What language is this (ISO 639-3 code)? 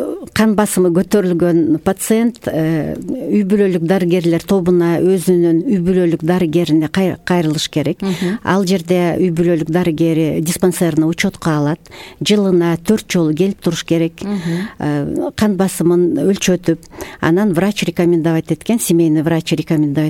kir